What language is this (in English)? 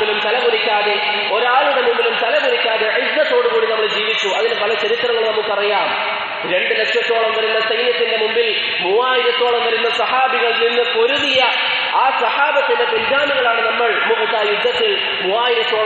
Malayalam